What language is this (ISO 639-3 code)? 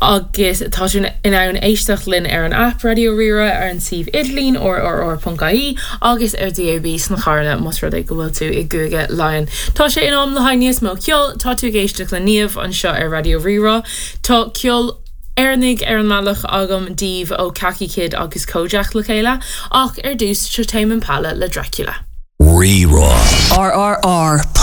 gle